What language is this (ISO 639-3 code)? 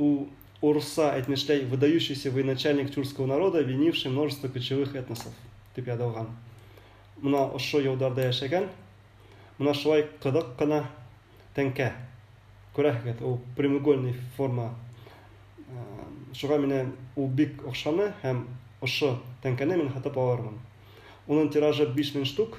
bak